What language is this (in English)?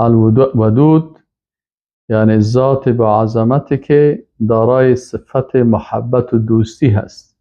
Persian